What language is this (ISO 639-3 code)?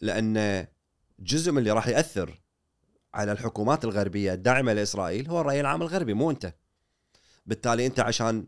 afb